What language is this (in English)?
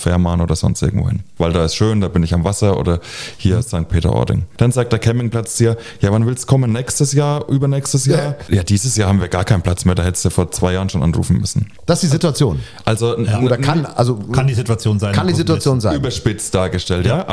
German